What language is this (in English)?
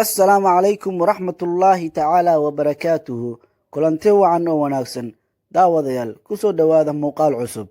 Somali